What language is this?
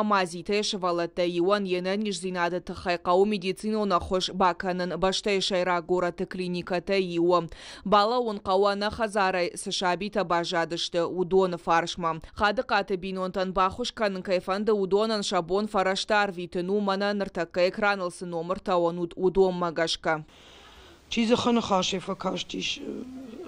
Ossetic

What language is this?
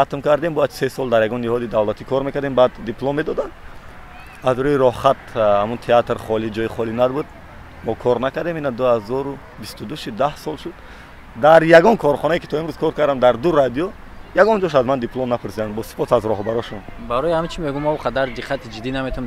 Tajik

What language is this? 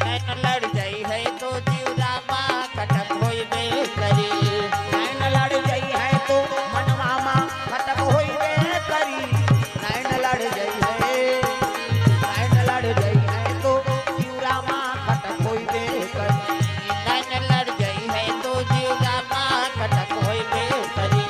Chhattisgarhi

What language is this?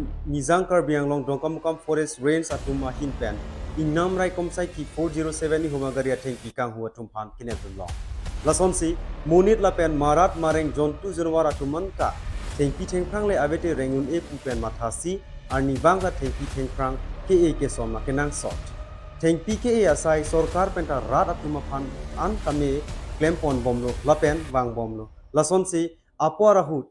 Karbi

